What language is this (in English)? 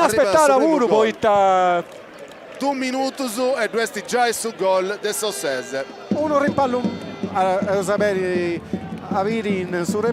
Sardinian